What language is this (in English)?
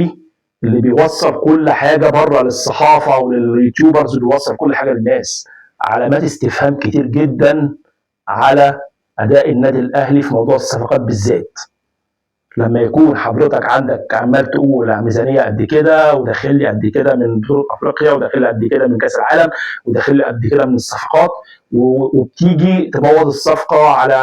Egyptian Arabic